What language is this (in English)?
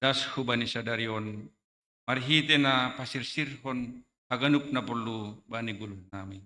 Batak Simalungun